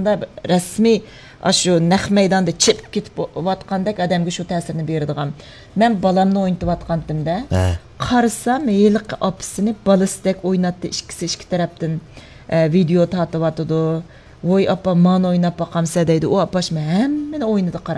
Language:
Uyghur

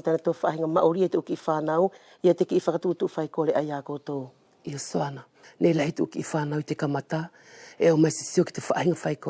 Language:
Wallisian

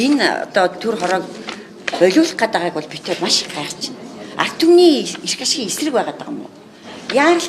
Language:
Mongolian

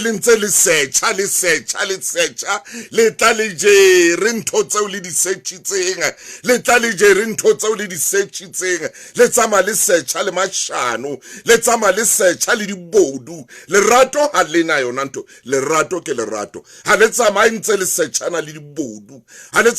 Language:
Southern Sotho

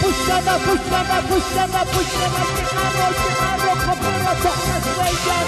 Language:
Aymara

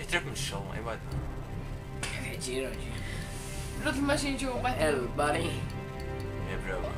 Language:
Faroese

